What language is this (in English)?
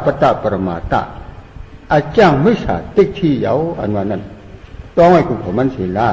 Shan